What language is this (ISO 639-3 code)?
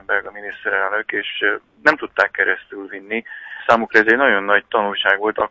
hun